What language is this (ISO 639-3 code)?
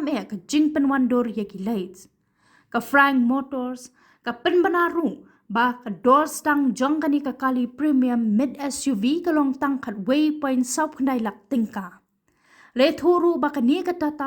kha